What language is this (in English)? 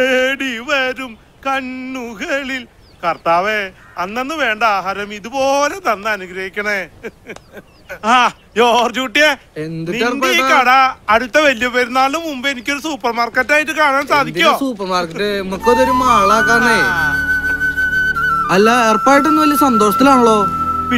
Malayalam